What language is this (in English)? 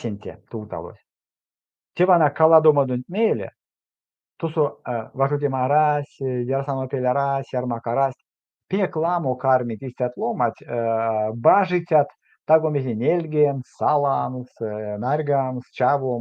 Erzya